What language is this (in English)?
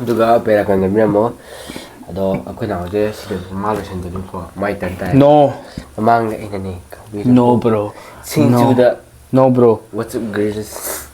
Manipuri